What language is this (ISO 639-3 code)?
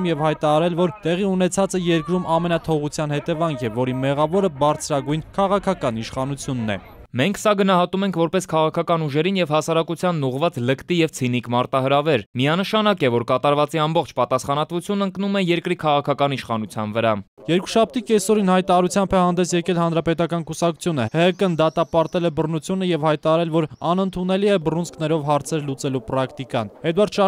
hye